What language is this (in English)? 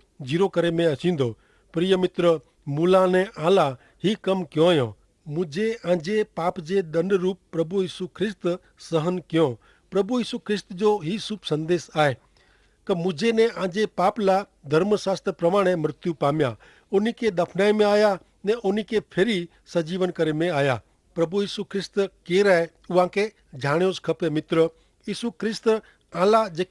Kachhi